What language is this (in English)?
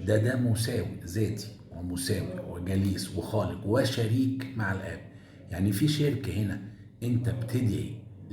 Egyptian Arabic